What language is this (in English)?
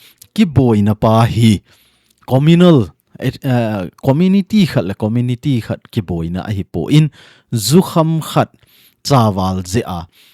Thado Chin